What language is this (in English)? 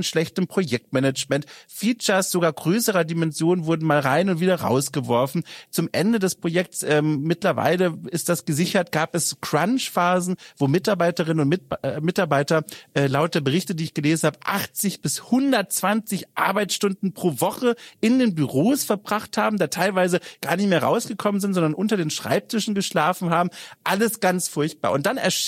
German